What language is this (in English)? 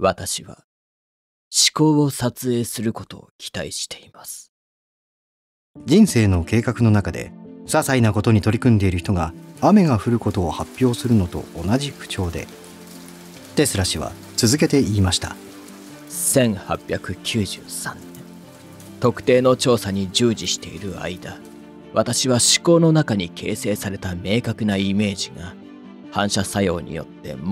Japanese